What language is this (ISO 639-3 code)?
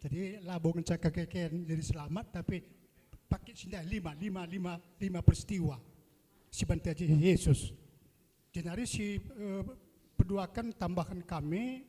btx